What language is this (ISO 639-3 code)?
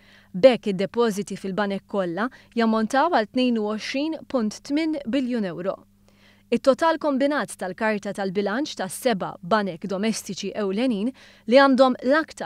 mlt